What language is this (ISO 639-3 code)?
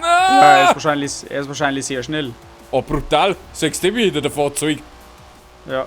bar